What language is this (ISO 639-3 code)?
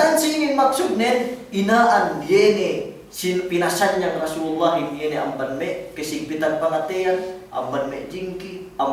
yka